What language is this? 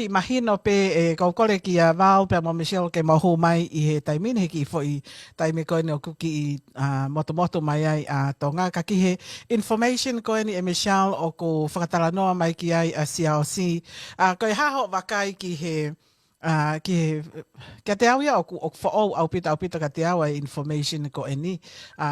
Tongan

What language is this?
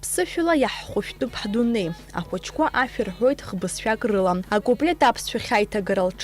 Abkhazian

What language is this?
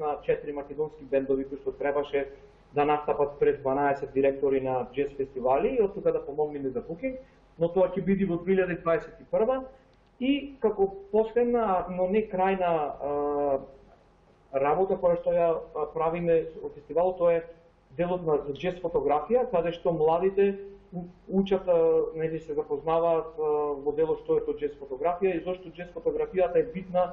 Macedonian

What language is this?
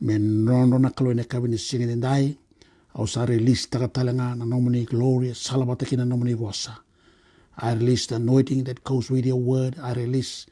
Fijian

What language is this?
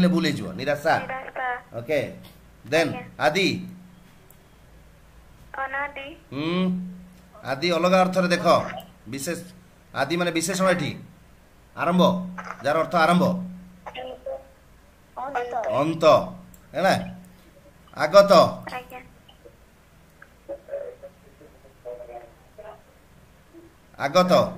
Odia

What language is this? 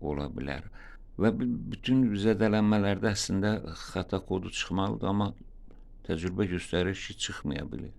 Azerbaijani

